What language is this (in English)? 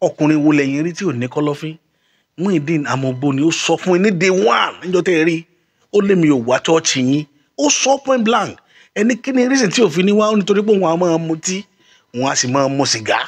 Yoruba